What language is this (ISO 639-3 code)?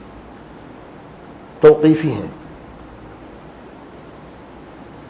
urd